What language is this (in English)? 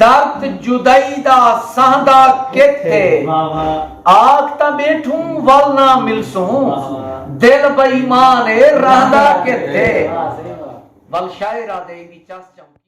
Saraiki